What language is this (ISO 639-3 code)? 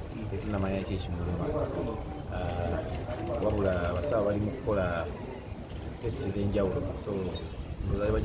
lug